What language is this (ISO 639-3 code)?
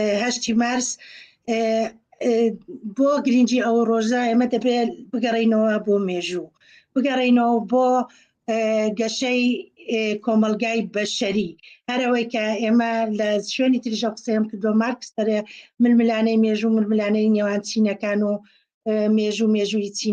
ckb